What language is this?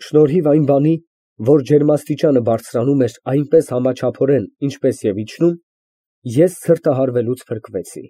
Armenian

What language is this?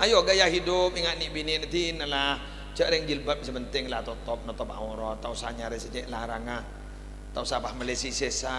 Madurese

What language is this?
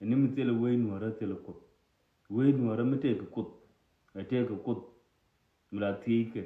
Nuer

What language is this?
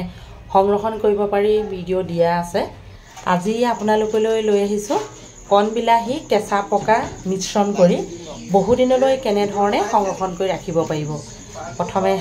Assamese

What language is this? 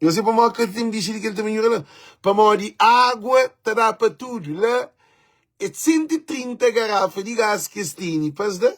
Kabuverdianu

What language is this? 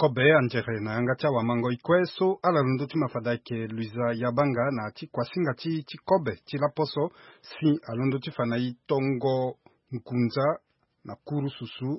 Sango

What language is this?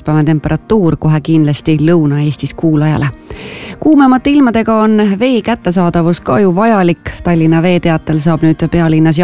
Estonian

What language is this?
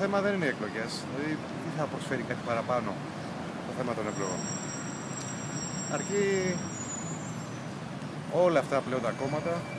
Greek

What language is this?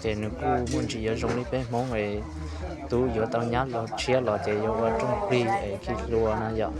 Hmong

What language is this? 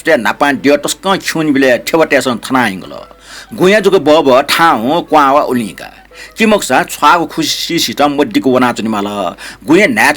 Newari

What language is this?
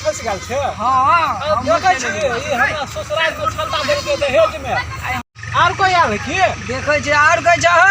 Maithili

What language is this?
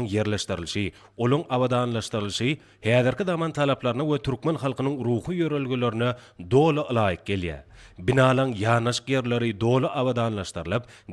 Turkmen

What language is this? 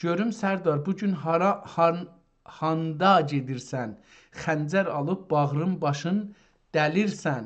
South Azerbaijani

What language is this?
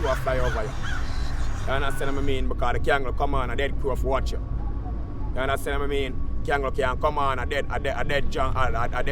Jamaican Creole English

